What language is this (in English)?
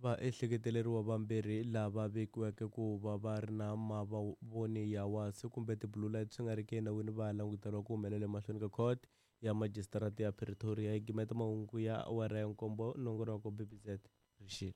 Tsonga